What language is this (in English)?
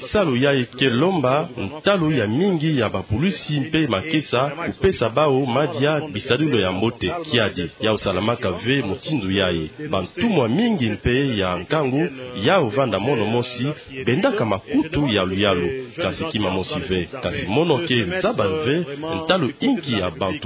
Kituba (Democratic Republic of Congo)